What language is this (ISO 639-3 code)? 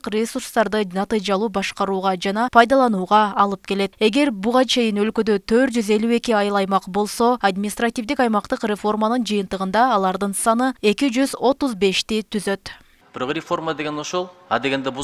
kir